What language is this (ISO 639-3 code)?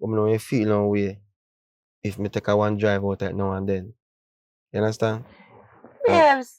jam